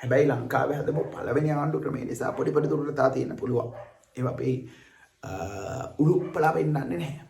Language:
Sinhala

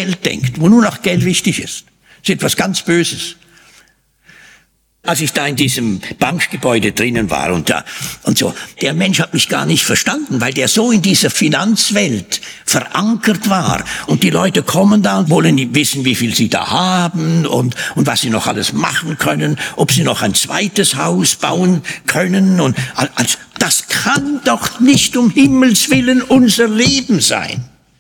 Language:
German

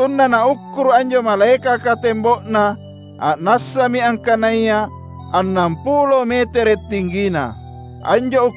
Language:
Makasar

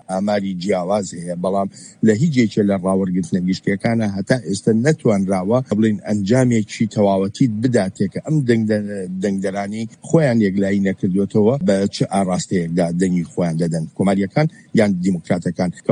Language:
Central Kurdish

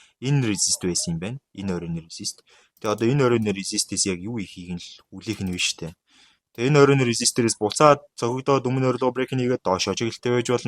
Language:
Mongolian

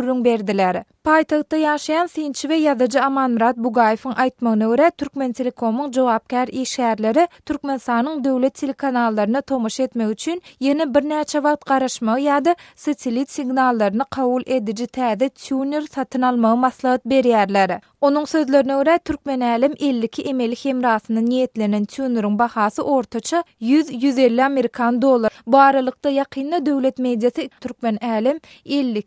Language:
Turkmen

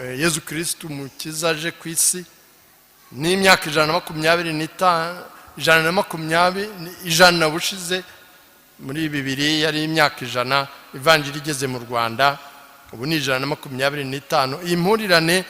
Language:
Kinyarwanda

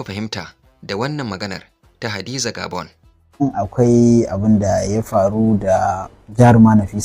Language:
Hausa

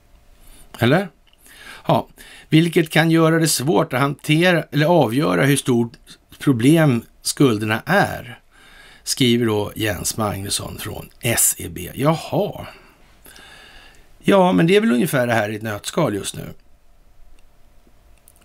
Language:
Swedish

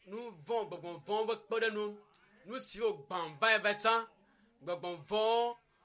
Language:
Ewe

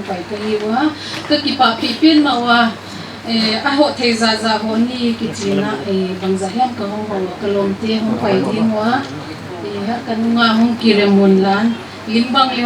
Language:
Paite Chin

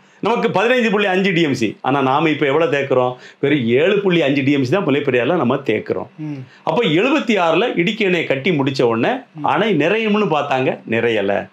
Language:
Tamil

